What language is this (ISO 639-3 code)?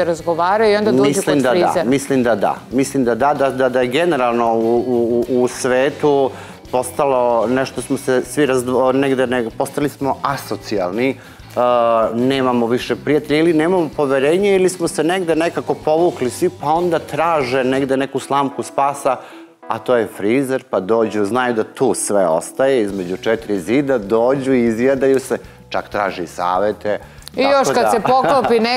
srp